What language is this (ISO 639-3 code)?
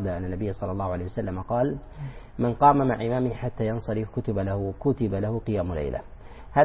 ara